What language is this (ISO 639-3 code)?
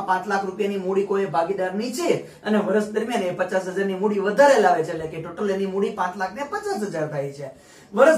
guj